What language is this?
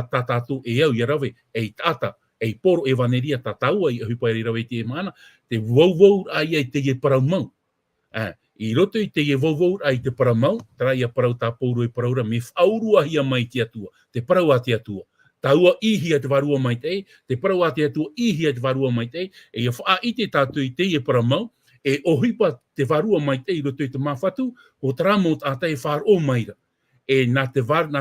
Tahitian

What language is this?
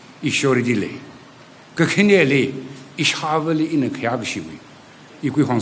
Tangkhul Naga (India)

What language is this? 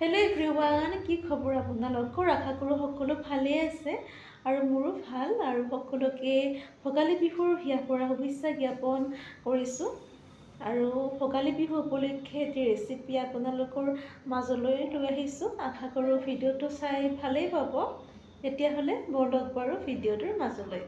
Assamese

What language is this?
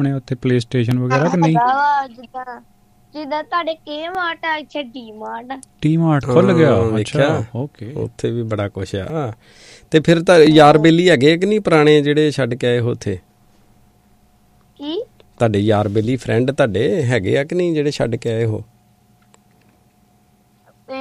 Punjabi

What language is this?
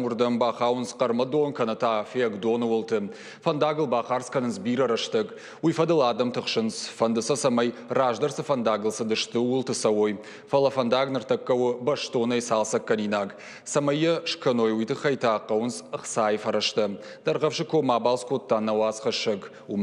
Ossetic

